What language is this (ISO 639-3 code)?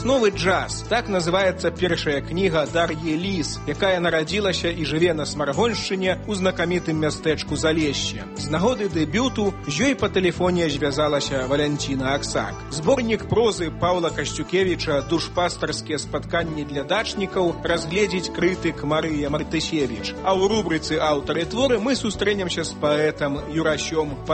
bel